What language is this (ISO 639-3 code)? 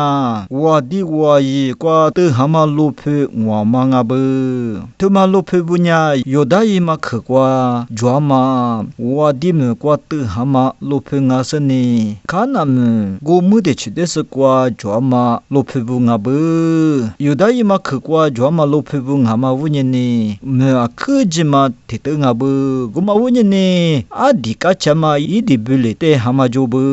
lis